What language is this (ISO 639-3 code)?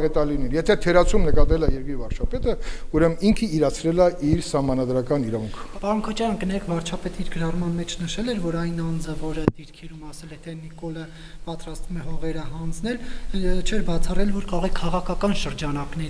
hye